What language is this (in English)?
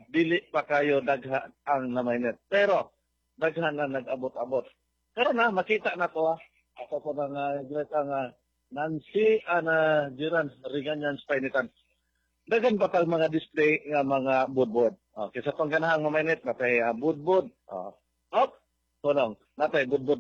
Cebuano